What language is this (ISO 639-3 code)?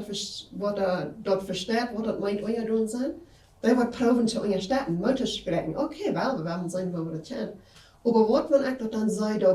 pdt